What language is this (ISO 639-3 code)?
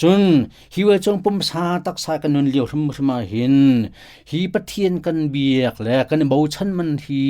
cnh